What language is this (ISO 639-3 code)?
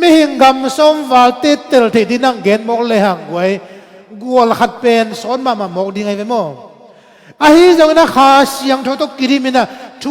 ctd